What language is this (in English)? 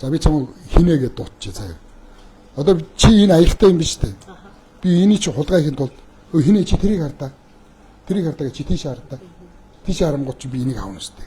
Mongolian